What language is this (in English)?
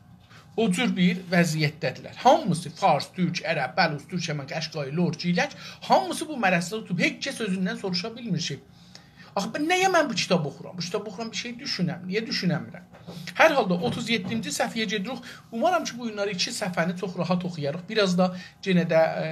South Azerbaijani